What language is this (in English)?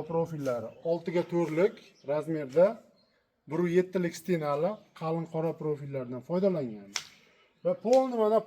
Uzbek